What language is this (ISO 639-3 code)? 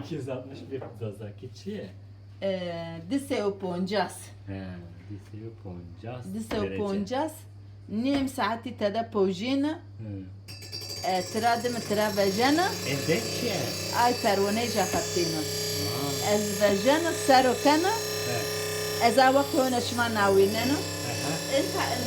zza